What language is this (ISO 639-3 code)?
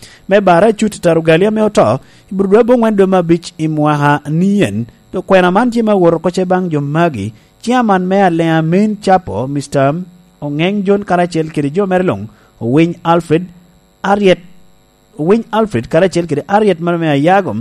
laj